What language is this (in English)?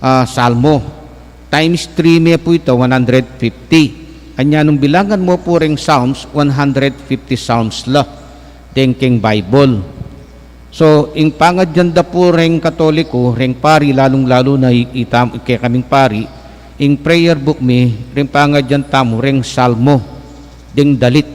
Pampanga